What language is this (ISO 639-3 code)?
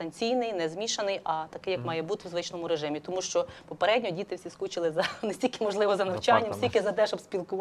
ukr